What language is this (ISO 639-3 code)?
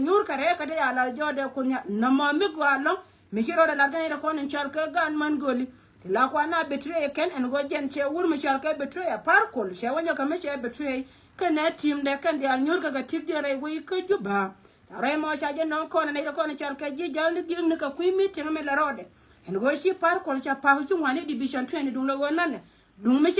nus